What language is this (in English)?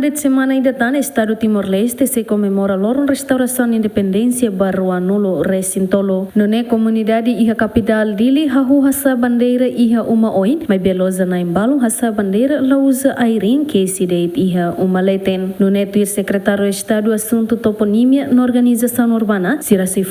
Tetum